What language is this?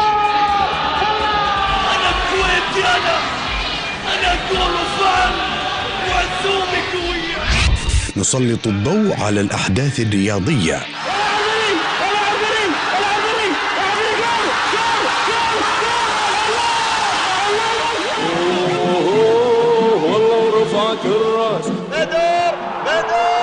Arabic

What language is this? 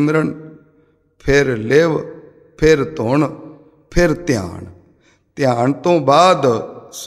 Punjabi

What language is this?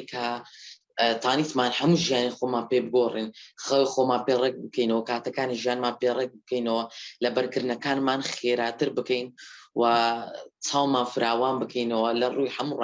Central Kurdish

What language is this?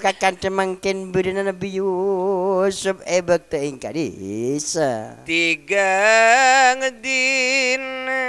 Madurese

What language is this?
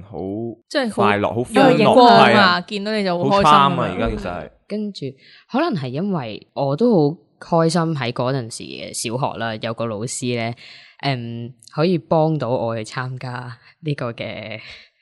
Cantonese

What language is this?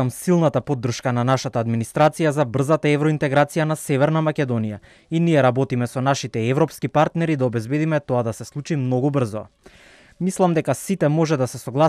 Macedonian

